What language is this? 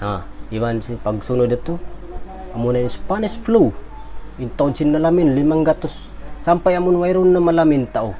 Tausug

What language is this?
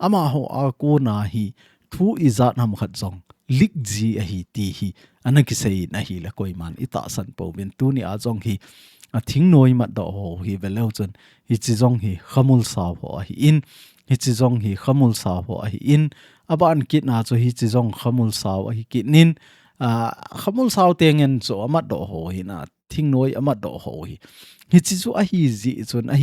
Thado Chin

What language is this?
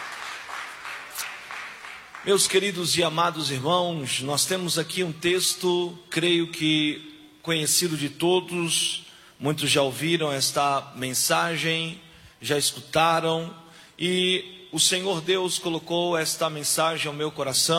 Portuguese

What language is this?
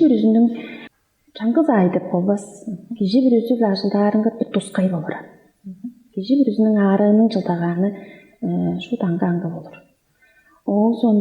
Tuvinian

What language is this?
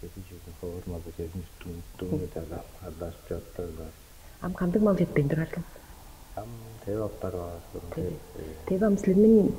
Tuvinian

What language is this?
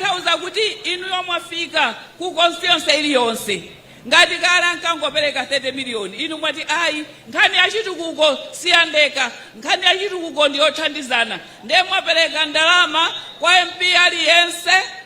Nyanja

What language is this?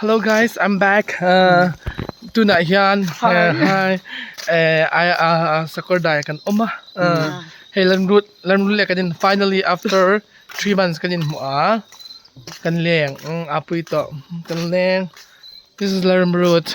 Hmar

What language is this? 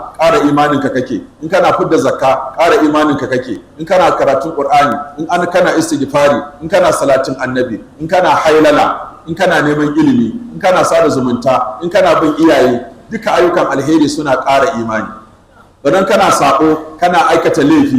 Hausa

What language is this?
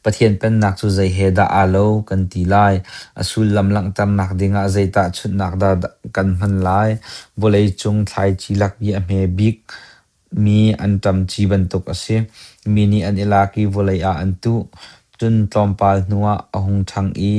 Hakha Chin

